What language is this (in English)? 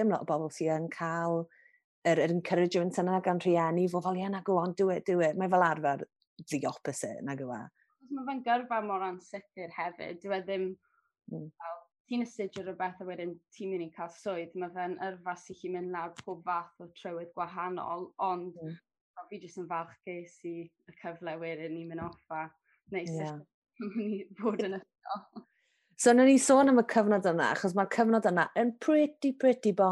Welsh